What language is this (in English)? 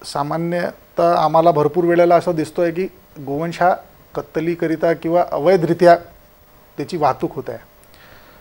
Marathi